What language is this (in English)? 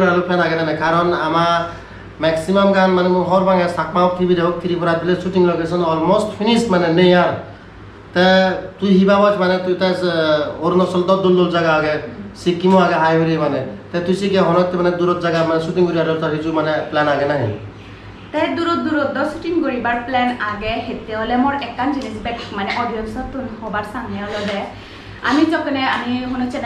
Chakma